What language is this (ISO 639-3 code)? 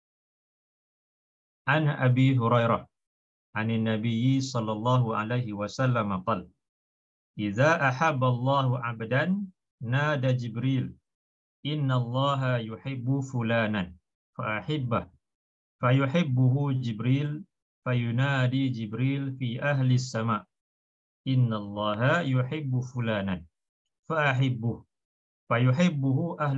msa